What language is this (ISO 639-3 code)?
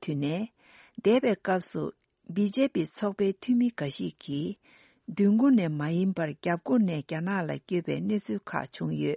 bod